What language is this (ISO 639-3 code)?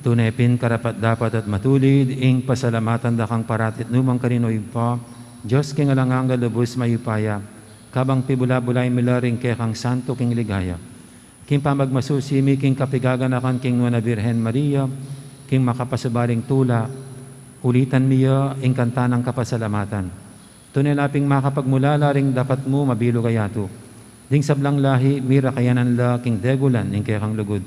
pam